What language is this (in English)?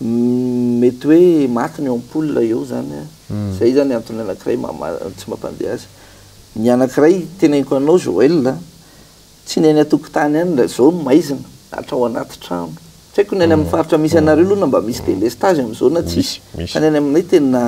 Malagasy